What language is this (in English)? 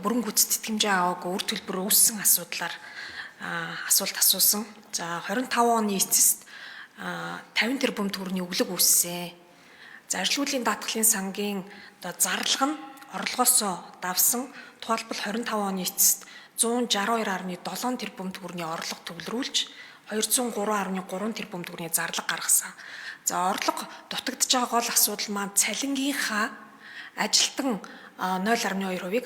Mongolian